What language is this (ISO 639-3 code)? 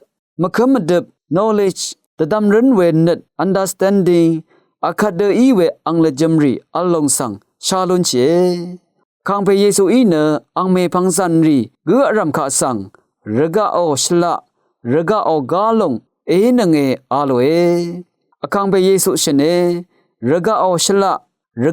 raw